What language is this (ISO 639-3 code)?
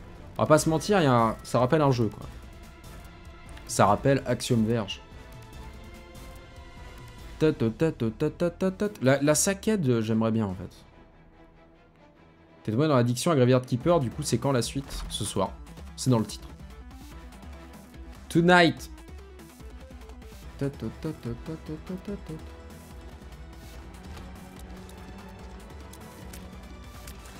fra